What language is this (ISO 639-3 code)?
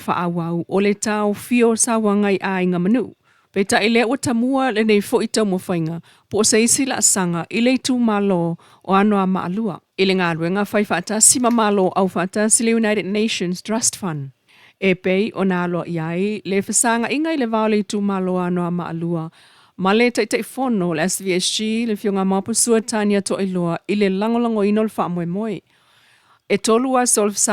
smo